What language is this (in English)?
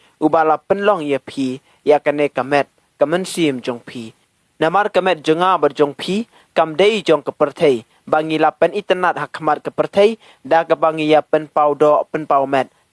Khasi